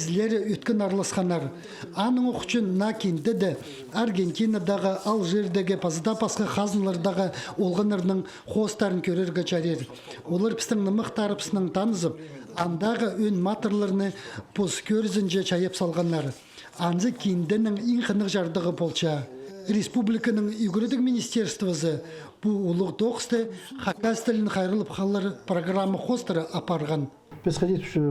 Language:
Khakas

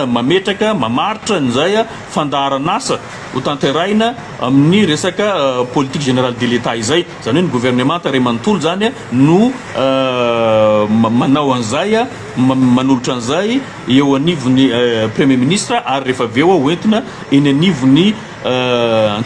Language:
Malagasy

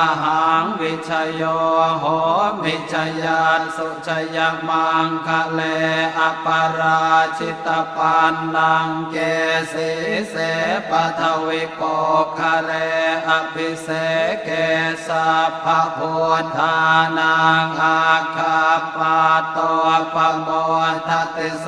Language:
Pali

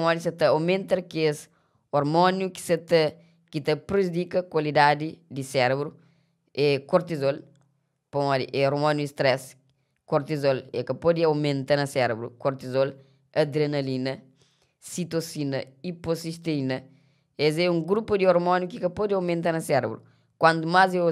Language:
Kabuverdianu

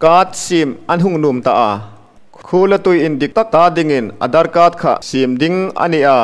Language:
Hmar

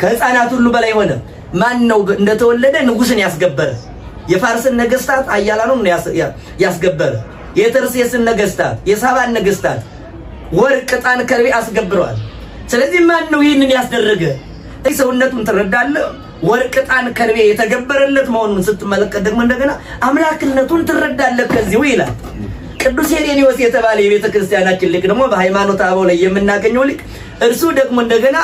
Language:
Amharic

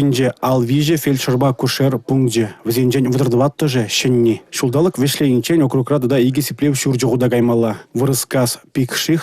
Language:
Chuvash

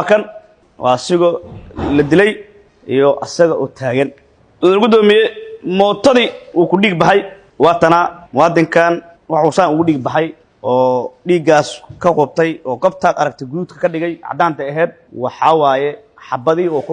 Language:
Somali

